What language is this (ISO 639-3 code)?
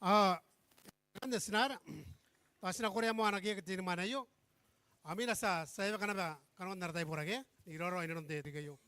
gil